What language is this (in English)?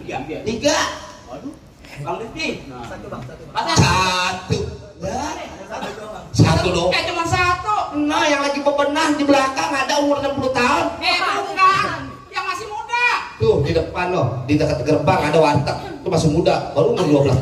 Betawi